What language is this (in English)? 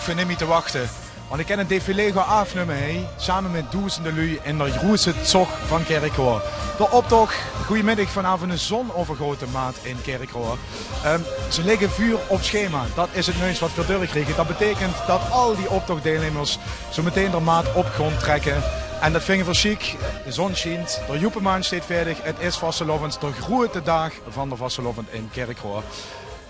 Limburgish